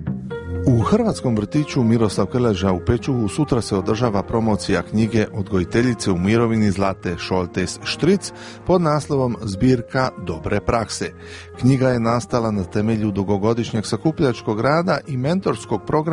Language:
Croatian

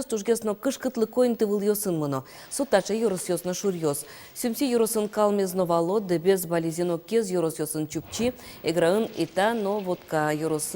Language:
Udmurt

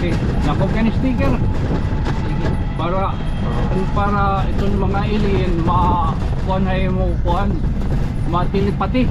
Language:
Waray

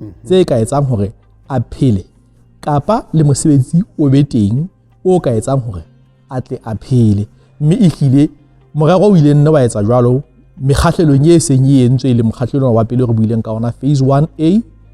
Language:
Southern Sotho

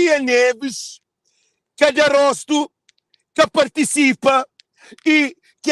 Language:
Kabuverdianu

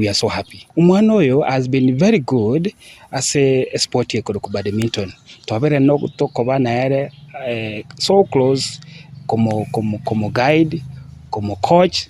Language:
Gusii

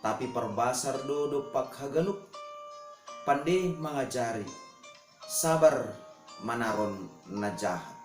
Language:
Batak Simalungun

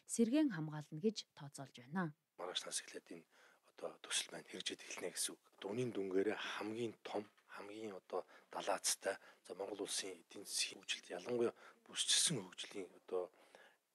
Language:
Mongolian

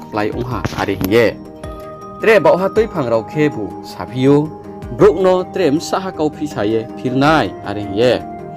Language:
Riang (India)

